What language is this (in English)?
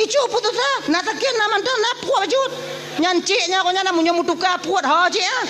Achinese